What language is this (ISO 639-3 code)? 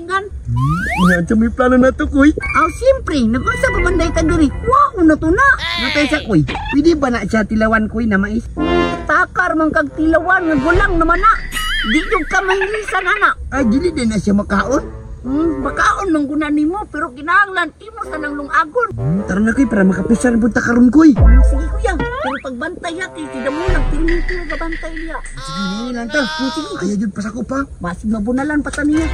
ceb